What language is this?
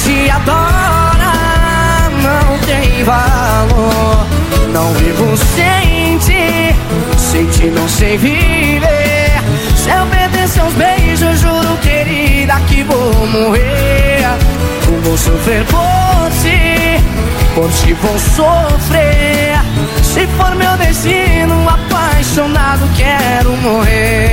Portuguese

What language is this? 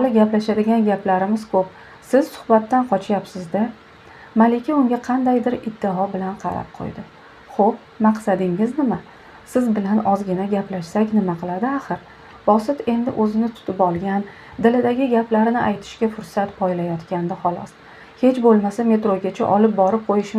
Uzbek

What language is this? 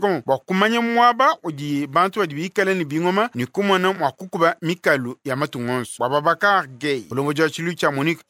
Luba-Lulua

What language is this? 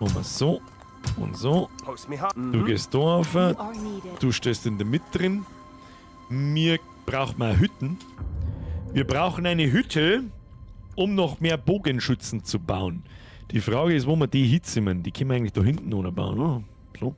Bavarian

